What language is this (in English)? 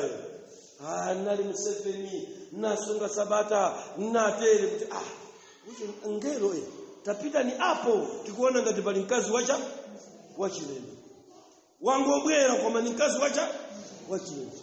Nyanja